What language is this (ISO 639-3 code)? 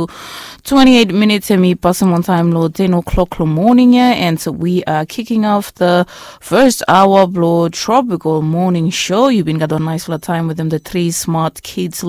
bis